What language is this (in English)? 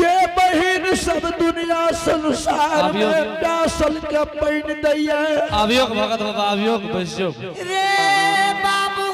Angika